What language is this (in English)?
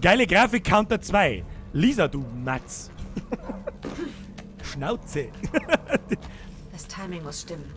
Bavarian